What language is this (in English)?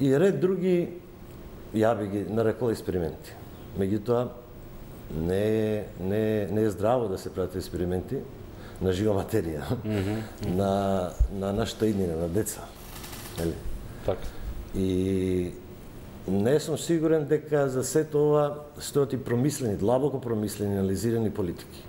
Macedonian